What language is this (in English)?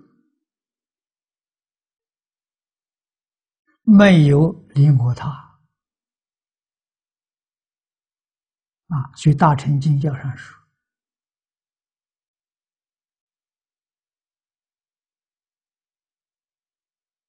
Chinese